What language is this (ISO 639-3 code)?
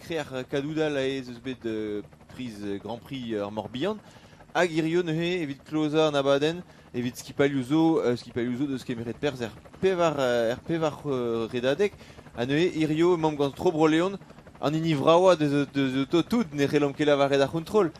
bre